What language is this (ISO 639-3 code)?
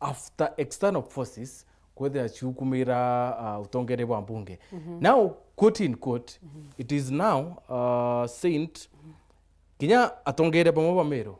mer